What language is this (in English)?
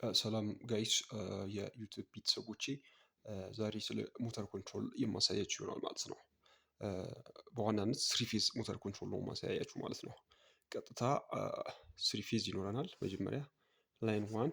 Amharic